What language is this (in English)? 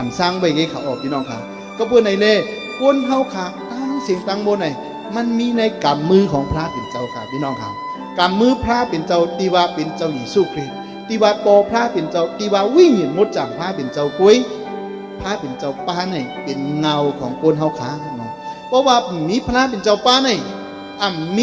Shan